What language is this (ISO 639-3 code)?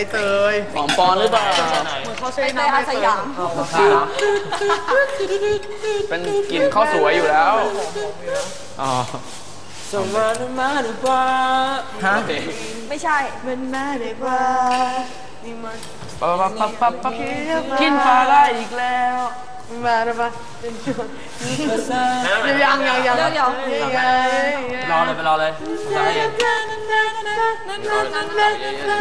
tha